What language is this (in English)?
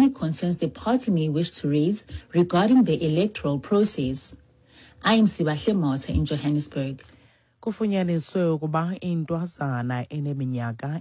Xhosa